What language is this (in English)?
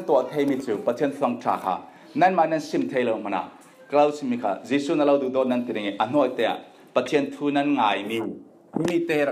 Falam Chin